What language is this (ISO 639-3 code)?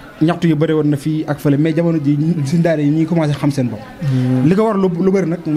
wol